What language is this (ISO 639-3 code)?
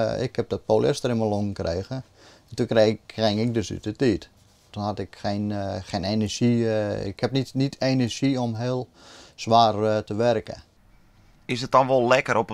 fry